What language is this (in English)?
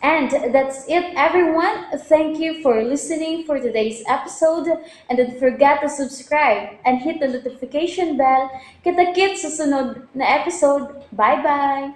Cebuano